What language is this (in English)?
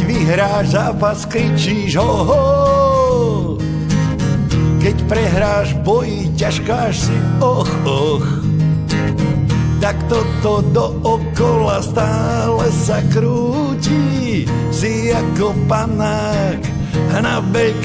Slovak